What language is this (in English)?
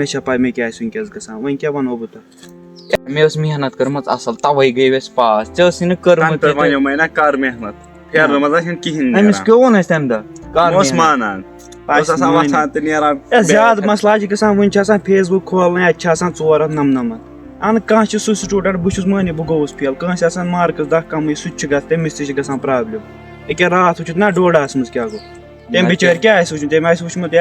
Kashmiri